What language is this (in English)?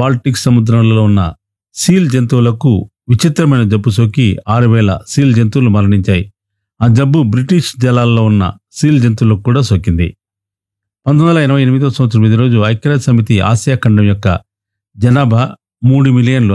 Telugu